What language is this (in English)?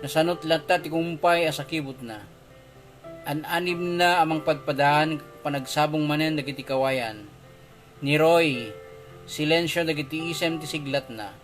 Iloko